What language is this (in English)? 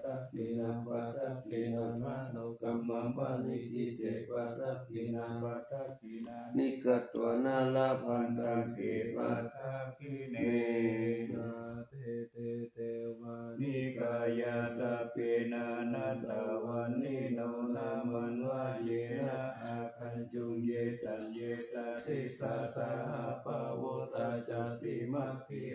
Pali